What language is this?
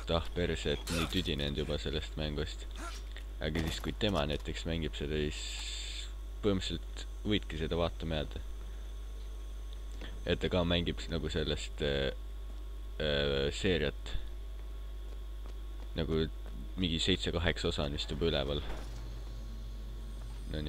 Estonian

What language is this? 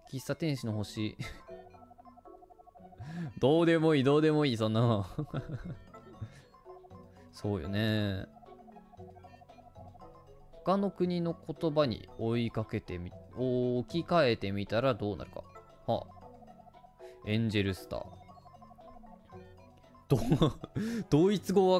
Japanese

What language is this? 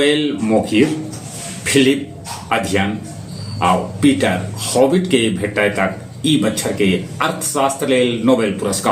Magahi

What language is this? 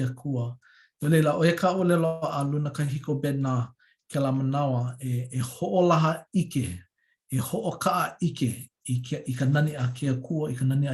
Hawaiian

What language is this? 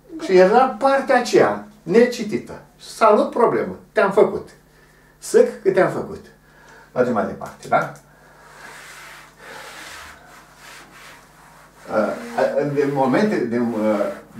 Romanian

